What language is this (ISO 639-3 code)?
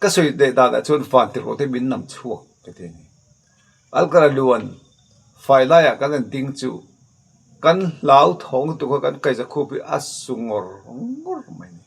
lus